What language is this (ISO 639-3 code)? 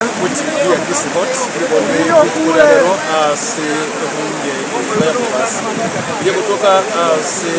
guz